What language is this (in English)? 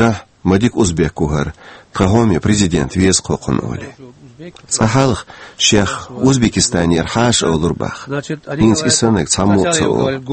Chechen